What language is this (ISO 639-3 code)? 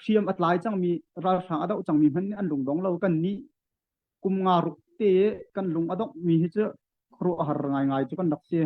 cnh